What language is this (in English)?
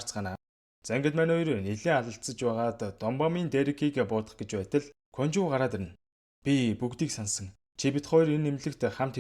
Mongolian